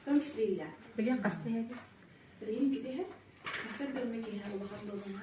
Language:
Yakut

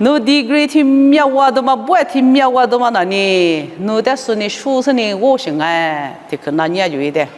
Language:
Lisu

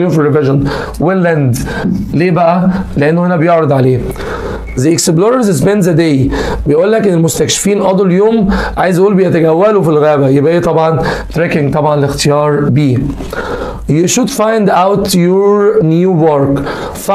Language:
Egyptian Arabic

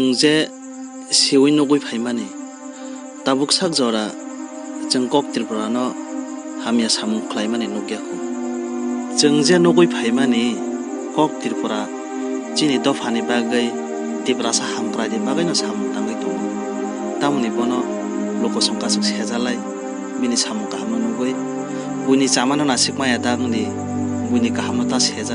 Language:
Kok Borok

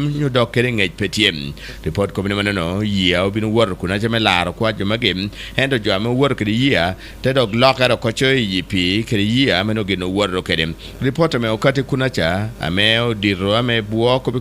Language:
Acoli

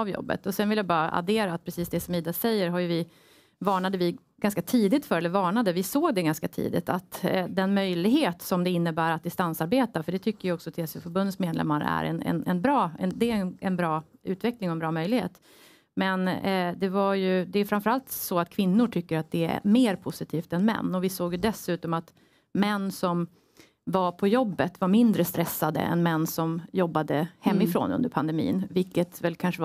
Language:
Swedish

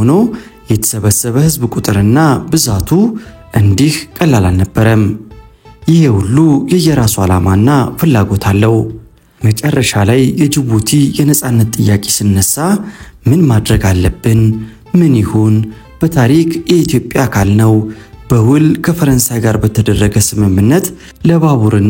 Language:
Amharic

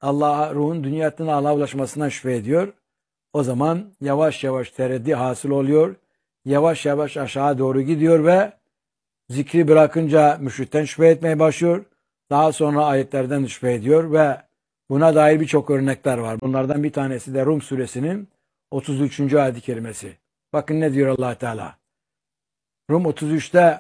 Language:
Turkish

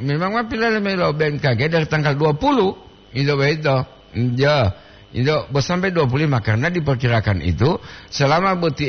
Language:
Gorontalo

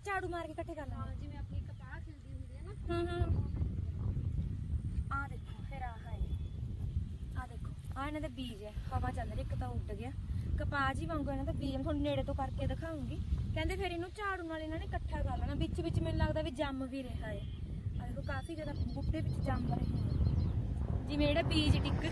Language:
Punjabi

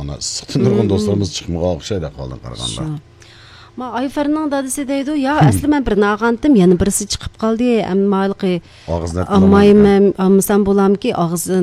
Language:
Uyghur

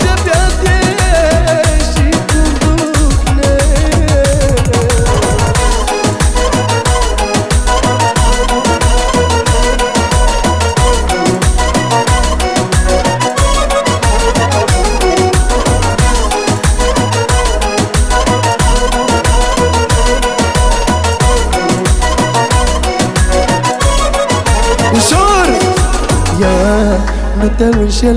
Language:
Romanian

